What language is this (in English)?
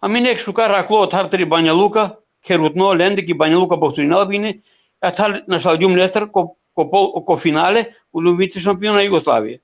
Balkan Romani